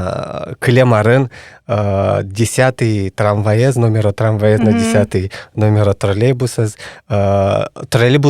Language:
Udmurt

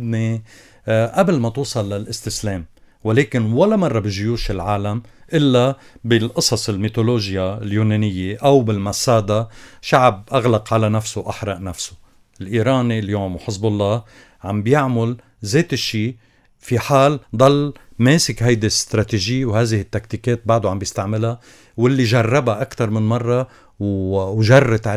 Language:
North Levantine Arabic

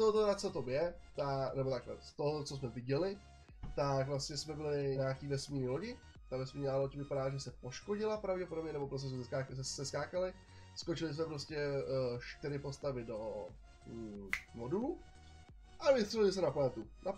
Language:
Czech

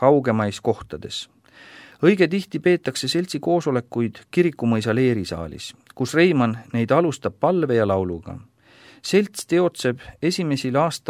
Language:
Estonian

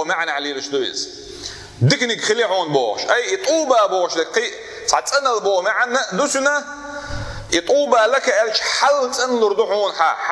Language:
Chechen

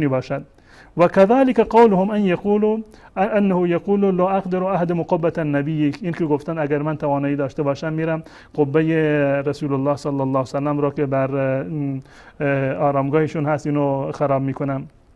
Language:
Persian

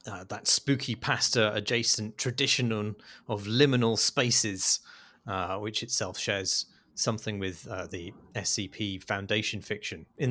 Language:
English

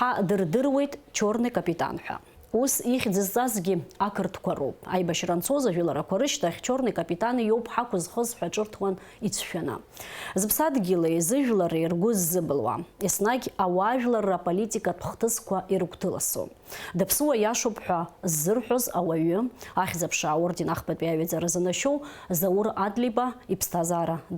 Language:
Abkhazian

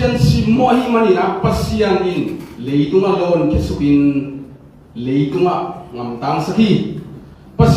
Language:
Tedim Chin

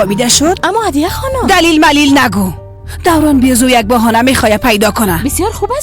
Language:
Persian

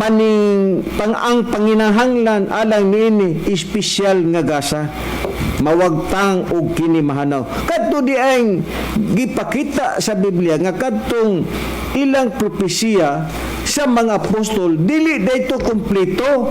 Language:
Cebuano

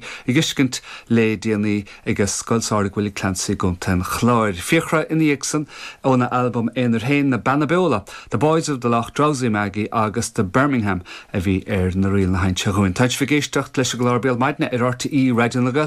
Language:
Irish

